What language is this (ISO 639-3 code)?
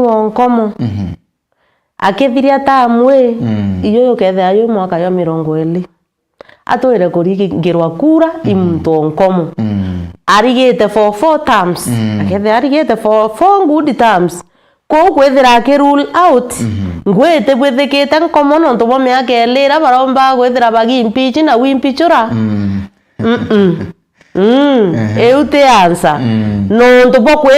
mer